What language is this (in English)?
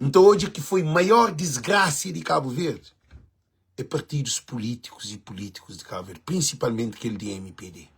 Kabuverdianu